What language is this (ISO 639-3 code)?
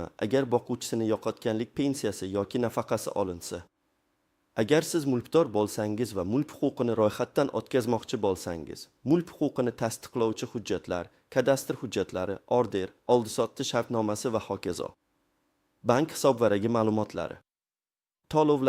uzb